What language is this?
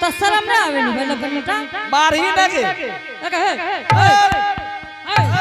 Angika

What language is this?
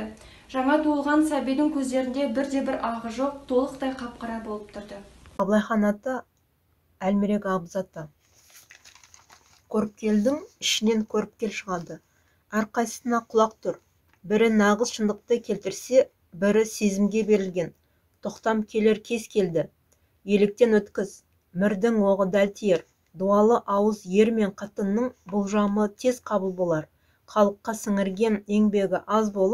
Kazakh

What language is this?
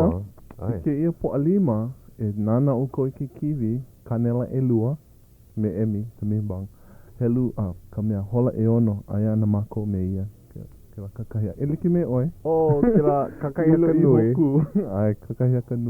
Hawaiian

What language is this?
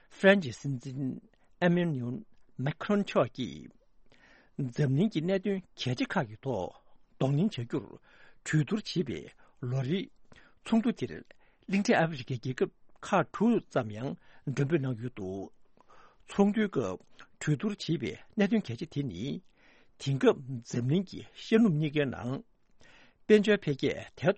Tibetan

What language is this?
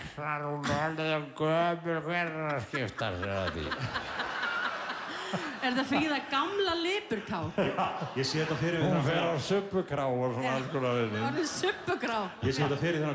Icelandic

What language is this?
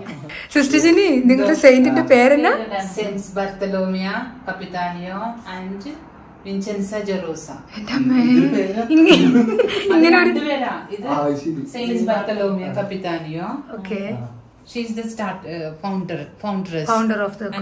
Malayalam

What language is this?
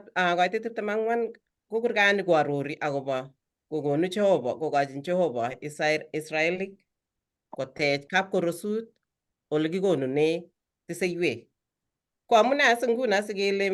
Kalenjin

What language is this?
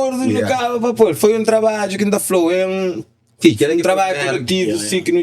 Kabuverdianu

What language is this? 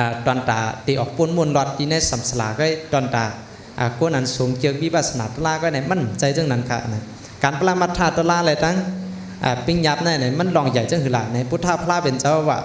Shan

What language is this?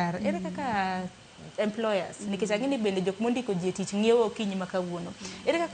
Luo (Kenya and Tanzania)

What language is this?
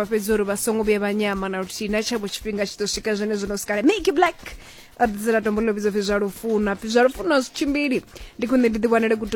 Venda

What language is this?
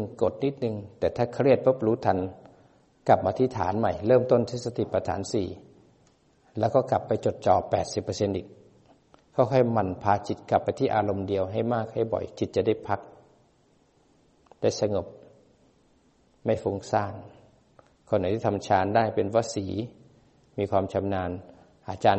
Thai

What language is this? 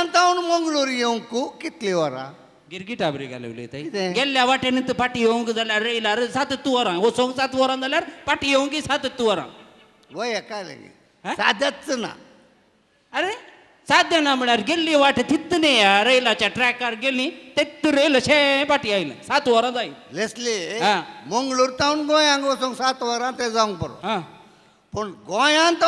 Konkani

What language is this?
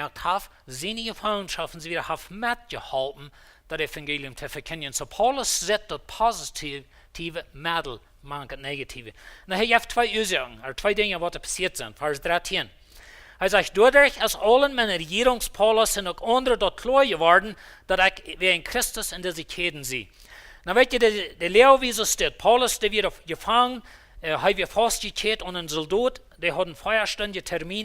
Plautdietsch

